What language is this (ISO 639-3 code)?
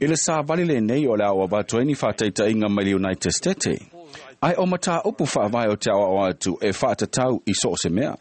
smo